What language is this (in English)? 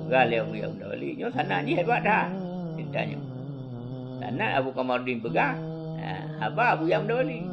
Achinese